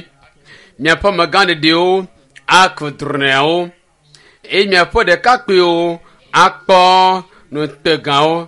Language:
Ewe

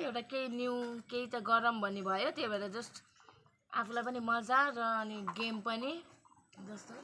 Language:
Nepali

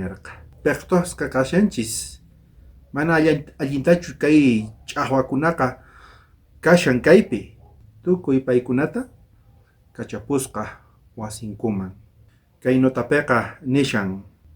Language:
South Bolivian Quechua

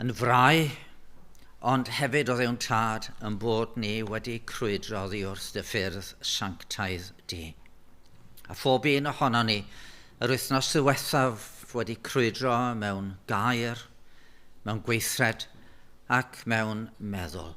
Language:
Welsh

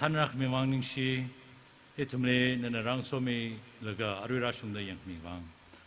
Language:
Tangkhul Naga (India)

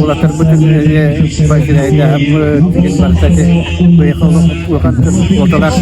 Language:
Yakut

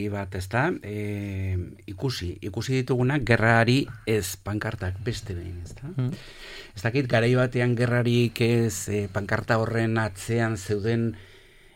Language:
Basque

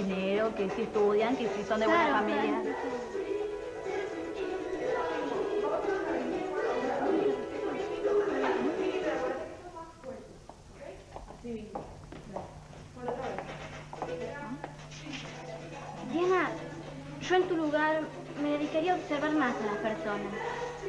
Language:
Spanish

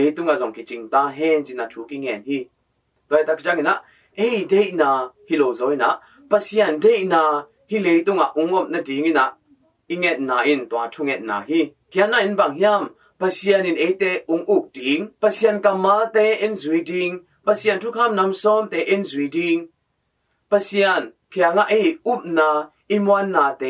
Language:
Tedim Chin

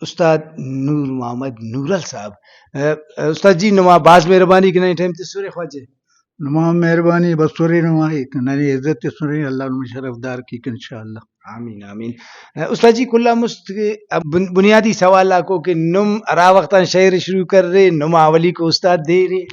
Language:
Brahui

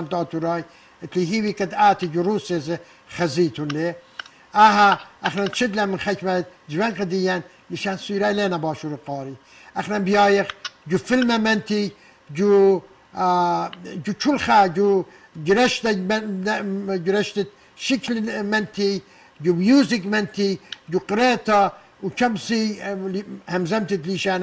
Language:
Assyrian Neo-Aramaic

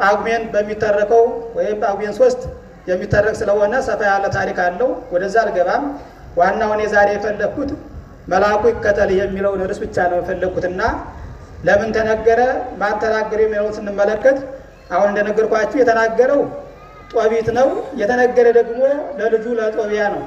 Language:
Amharic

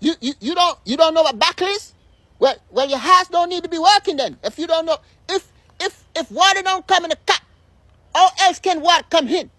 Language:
Jamaican Creole English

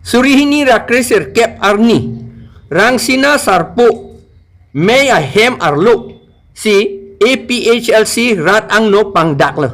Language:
Karbi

